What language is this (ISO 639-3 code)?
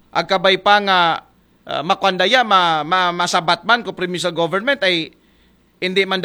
akl